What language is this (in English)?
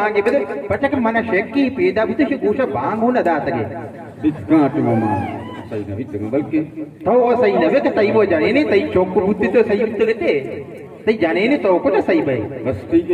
Baluchi